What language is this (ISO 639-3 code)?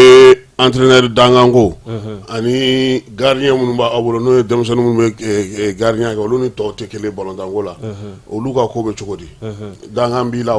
bam